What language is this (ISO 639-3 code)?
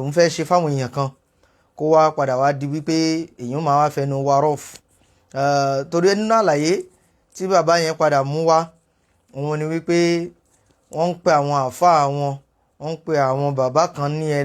yor